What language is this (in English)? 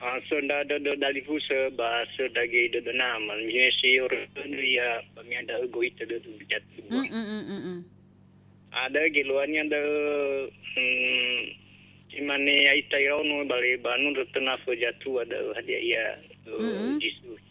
Nias